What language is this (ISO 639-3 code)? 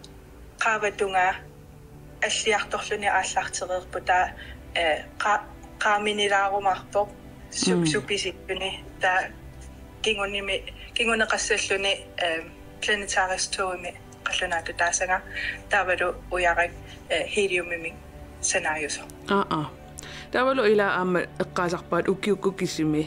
kal